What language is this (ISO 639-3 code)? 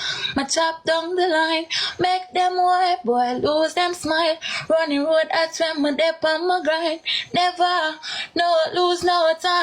jam